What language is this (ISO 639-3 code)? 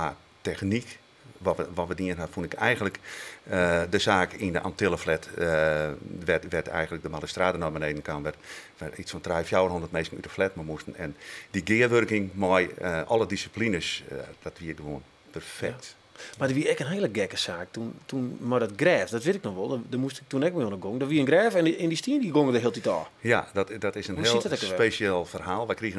fry